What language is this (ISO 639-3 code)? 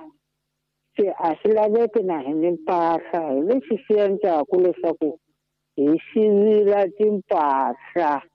tso